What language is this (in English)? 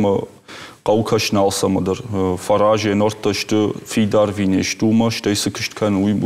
Ossetic